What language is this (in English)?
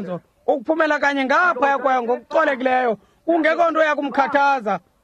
Xhosa